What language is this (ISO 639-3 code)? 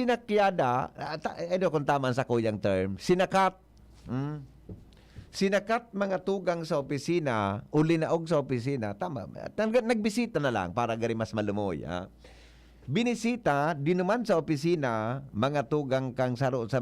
bik